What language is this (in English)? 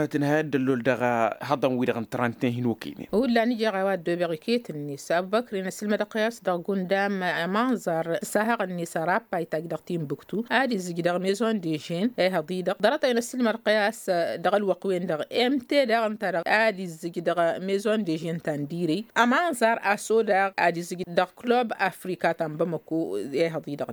Tamasheq